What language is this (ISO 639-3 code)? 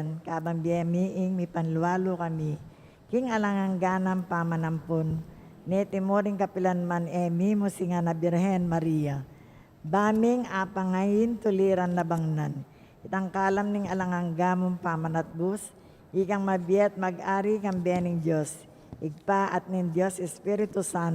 pam